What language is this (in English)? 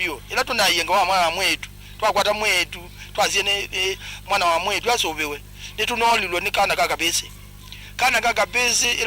Kamba